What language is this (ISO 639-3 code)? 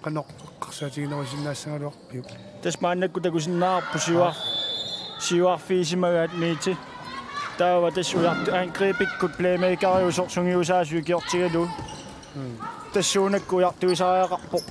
kal